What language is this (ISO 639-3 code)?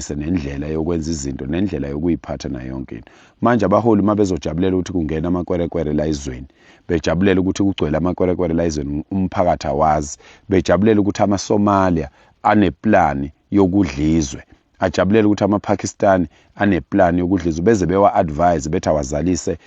zul